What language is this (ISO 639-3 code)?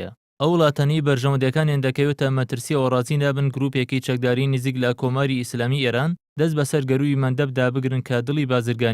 ckb